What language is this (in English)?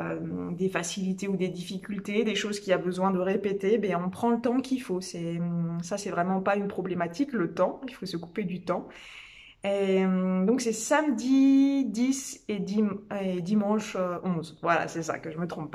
French